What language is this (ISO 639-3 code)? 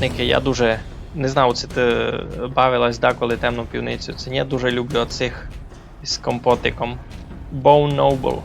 rue